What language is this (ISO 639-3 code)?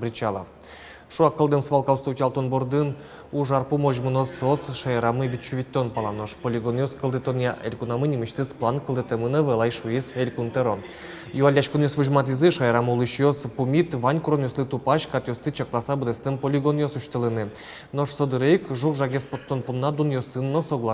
udm